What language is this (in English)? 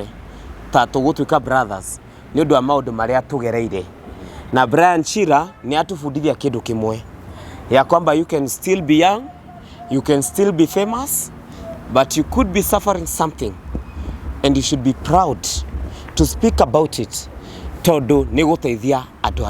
Kikuyu